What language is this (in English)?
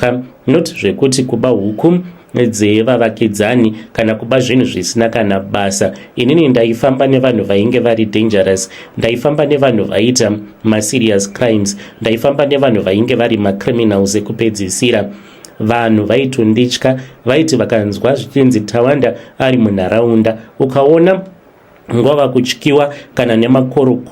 Shona